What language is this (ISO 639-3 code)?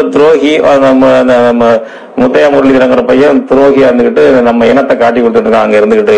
tam